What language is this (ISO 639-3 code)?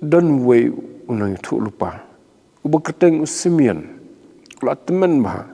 kha